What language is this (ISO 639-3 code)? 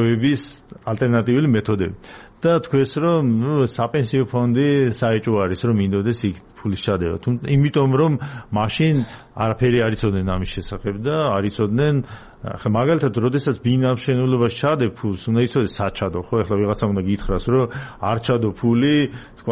kat